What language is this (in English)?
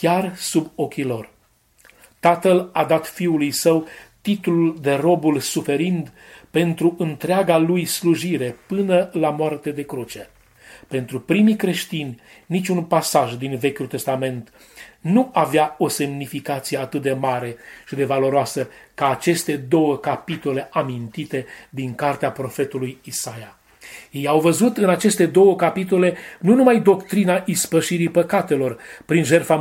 Romanian